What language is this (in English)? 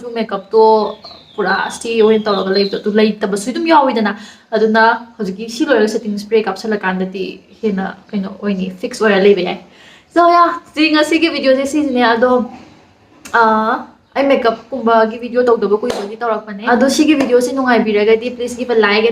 Manipuri